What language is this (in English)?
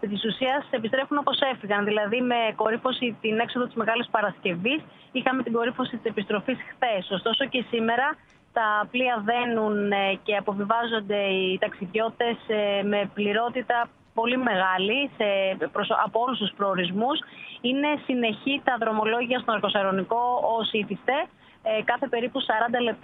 Greek